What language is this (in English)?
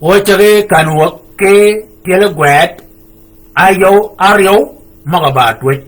Shilluk